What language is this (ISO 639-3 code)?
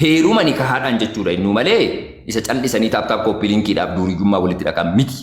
orm